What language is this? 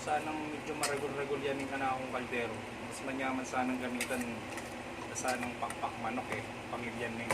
Pampanga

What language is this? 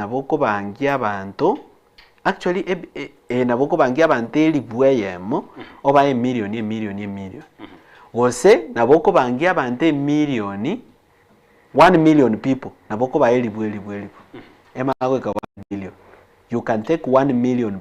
Gusii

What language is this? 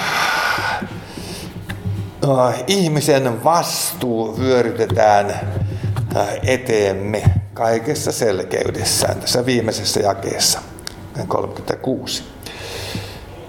Finnish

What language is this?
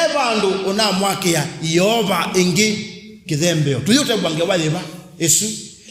Kamba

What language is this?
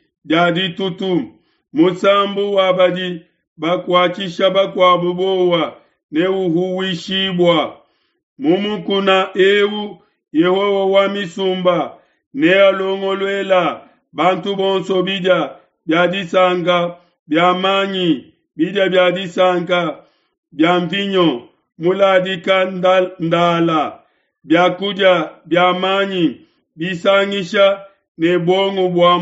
Luba-Lulua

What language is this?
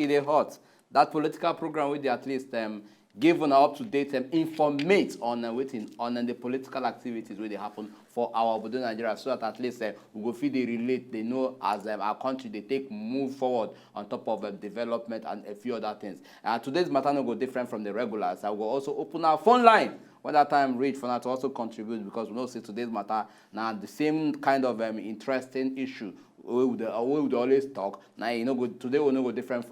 Nigerian Pidgin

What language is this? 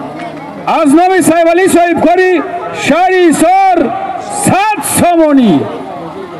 Tajik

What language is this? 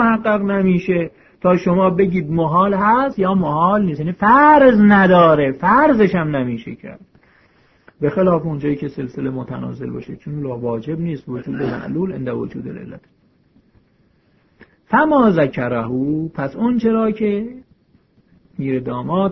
Persian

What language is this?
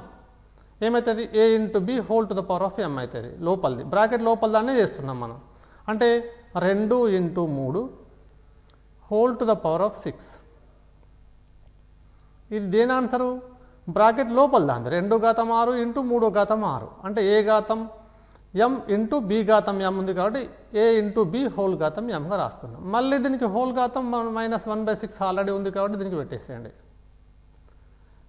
Telugu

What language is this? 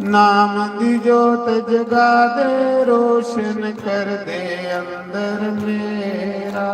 Dogri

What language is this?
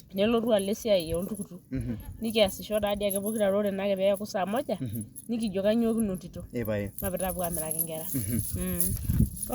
Masai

